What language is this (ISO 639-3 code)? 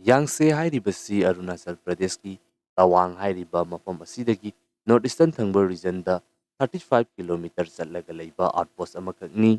mni